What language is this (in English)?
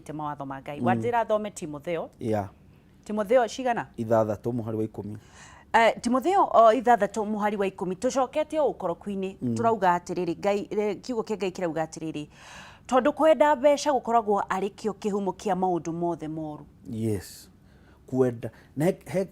Kikuyu